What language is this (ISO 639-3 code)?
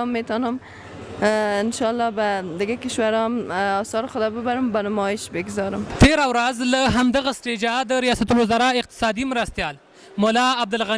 pus